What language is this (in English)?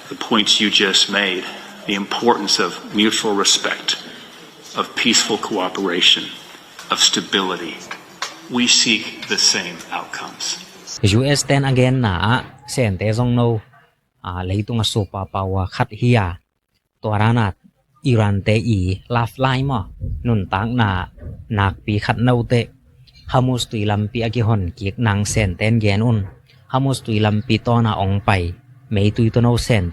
Tedim Chin